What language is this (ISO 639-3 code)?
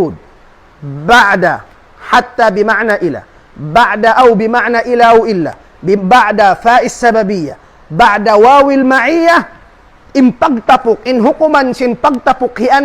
tsg